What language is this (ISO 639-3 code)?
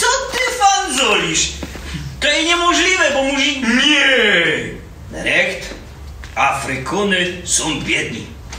szl